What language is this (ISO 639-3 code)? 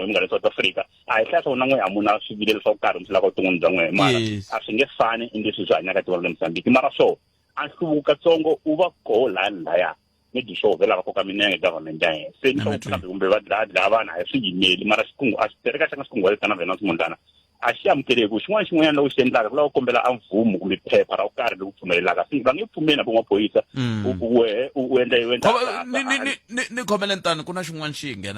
tso